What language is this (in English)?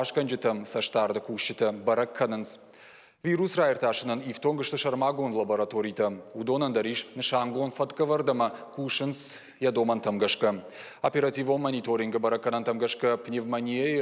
Ossetic